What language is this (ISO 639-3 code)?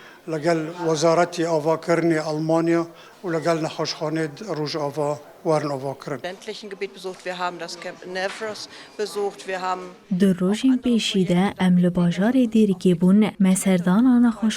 kur